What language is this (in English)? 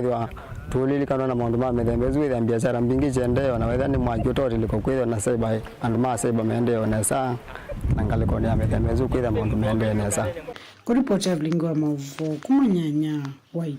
Kamba